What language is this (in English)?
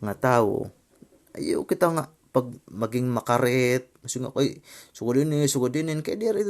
Waray